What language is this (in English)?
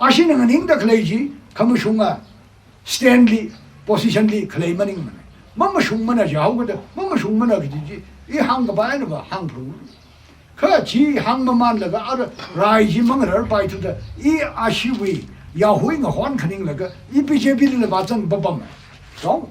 Tangkhul Naga (India)